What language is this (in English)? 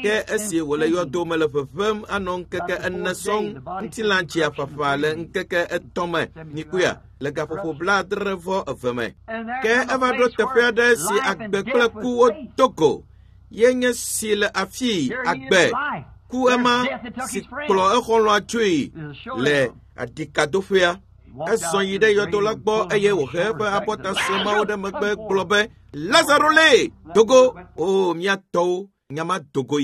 Ewe